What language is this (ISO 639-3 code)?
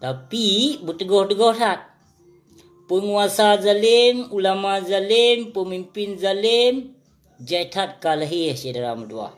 ace